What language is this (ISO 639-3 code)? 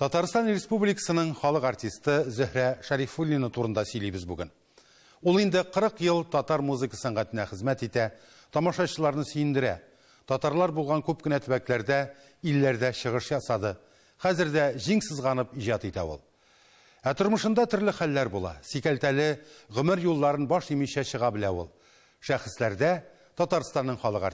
tat